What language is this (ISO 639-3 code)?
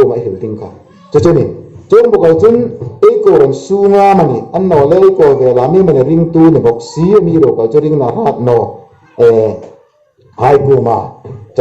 hmr